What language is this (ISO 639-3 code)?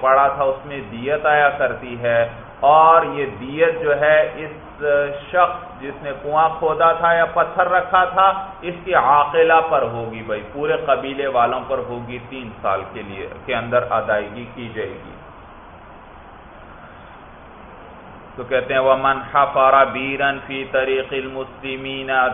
urd